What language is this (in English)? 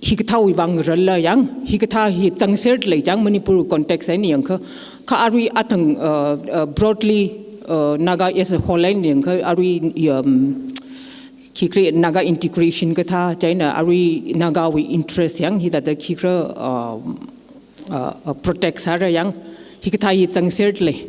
Tangkhul Naga (India)